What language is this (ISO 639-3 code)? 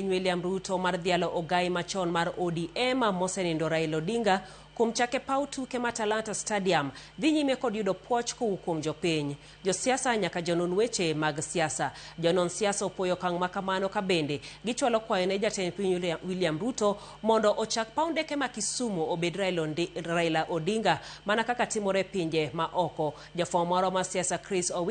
luo